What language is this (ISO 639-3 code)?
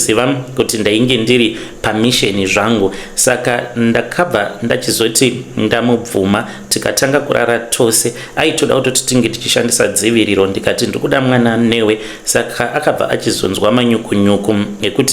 sna